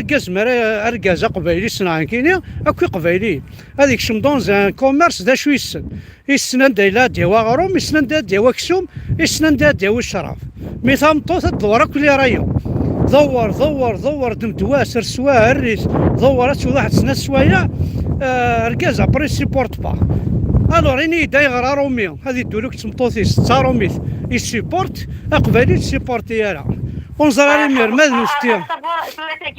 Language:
Kabyle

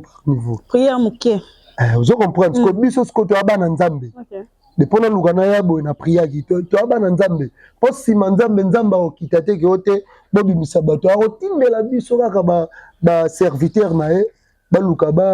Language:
Lingala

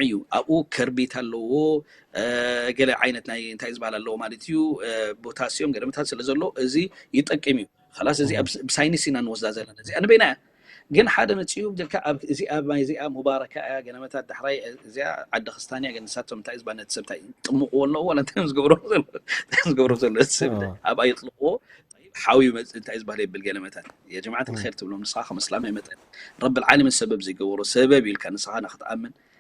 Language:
Tigrinya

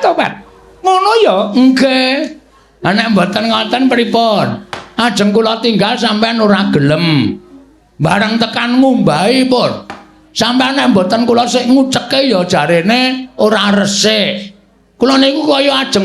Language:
Javanese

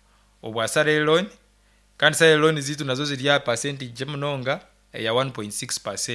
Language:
Nyankole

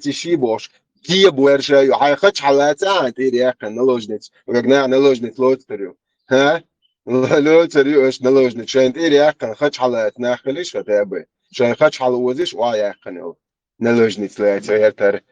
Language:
Chechen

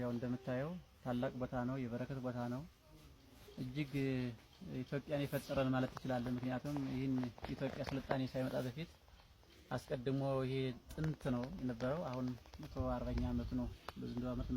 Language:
Amharic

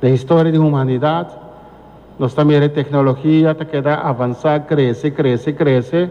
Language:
Papiamento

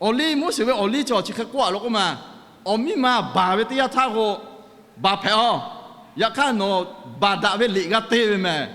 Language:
Lahu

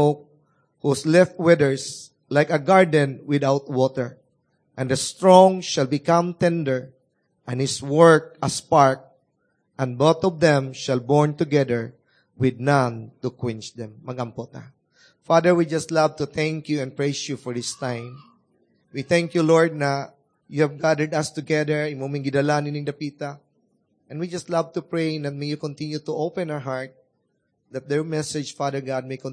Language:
Cebuano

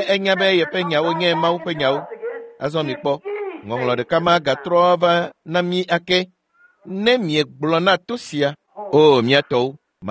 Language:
Ewe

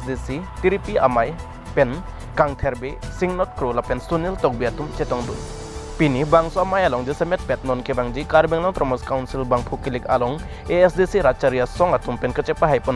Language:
Karbi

